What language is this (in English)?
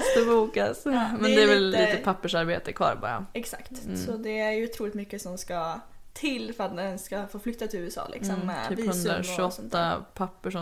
Swedish